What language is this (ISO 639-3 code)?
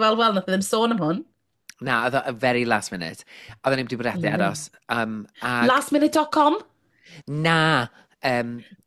cym